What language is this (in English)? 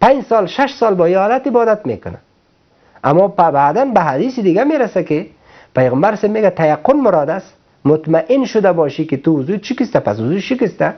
Persian